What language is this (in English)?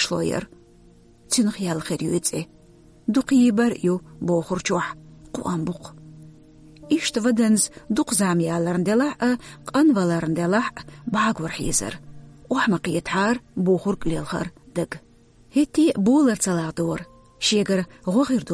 Chechen